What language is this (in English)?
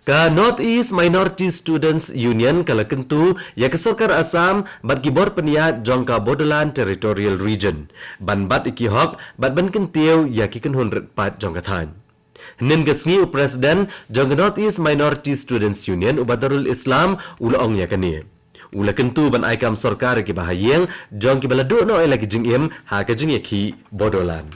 Khasi